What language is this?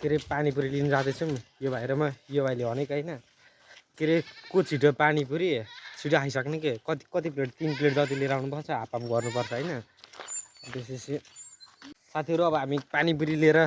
Nepali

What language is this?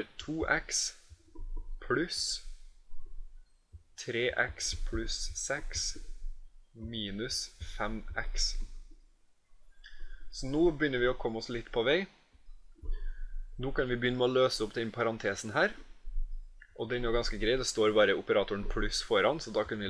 Norwegian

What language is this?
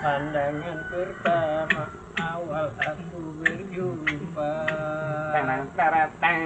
Betawi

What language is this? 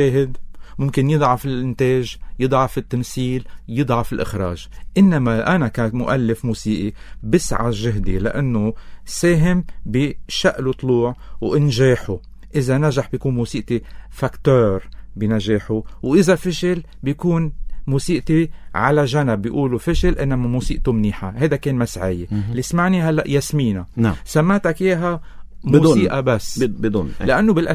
North Levantine Arabic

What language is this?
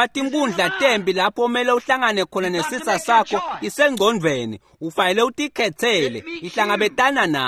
Swati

